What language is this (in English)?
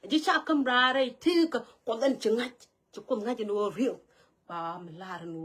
Nuer